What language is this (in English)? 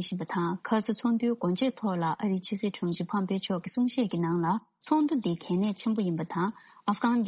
Tibetan